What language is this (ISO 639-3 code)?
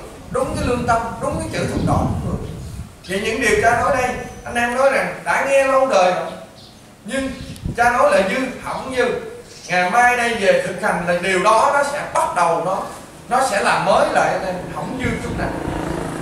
vie